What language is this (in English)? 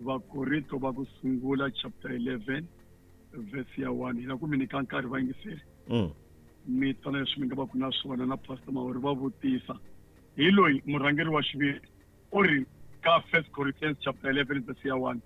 Tsonga